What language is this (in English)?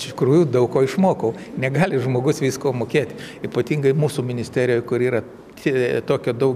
Lithuanian